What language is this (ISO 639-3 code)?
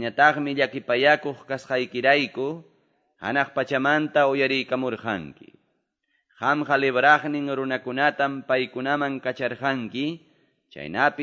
quy